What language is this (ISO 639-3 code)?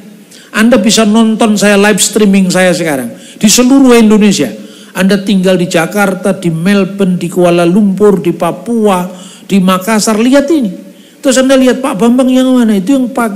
ind